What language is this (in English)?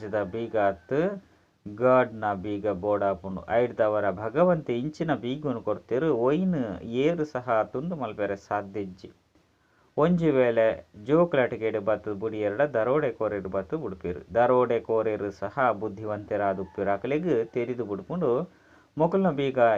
Tulu